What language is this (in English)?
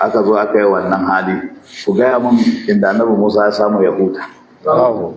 Hausa